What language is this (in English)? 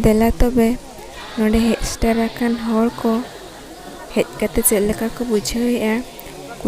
Santali